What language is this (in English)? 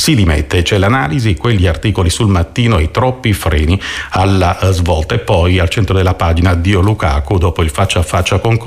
Italian